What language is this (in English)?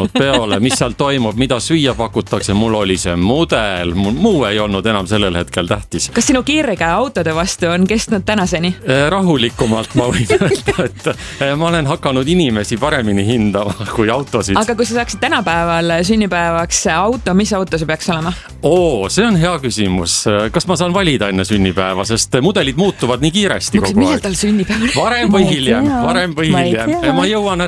Estonian